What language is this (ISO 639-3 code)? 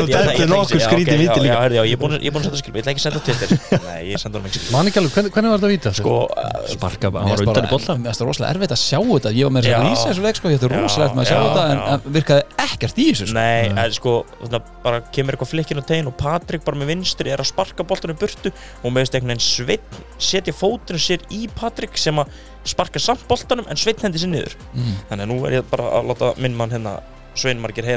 isl